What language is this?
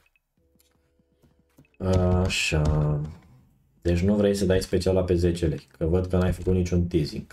Romanian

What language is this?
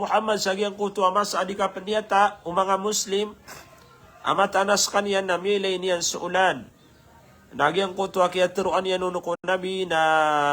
Maranao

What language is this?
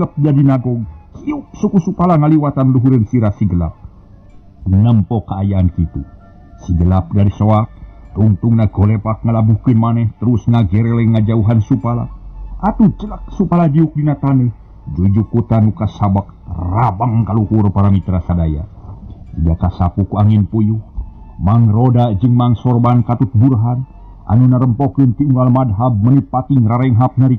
Sundanese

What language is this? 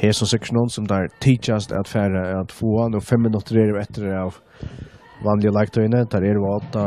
Faroese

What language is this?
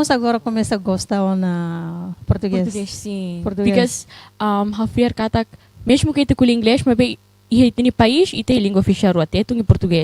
Tetum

